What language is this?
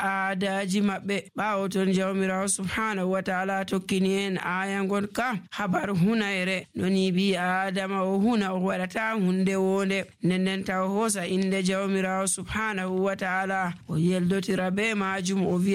Nigerian Fulfulde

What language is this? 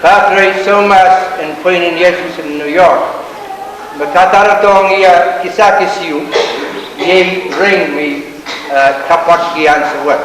Pohnpeian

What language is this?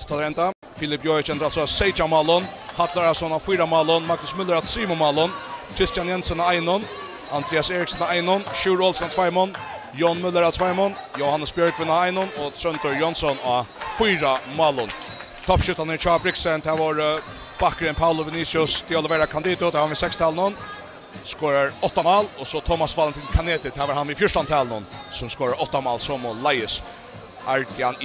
Faroese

